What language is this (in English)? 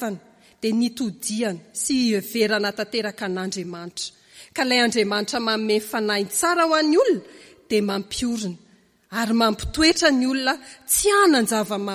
Malagasy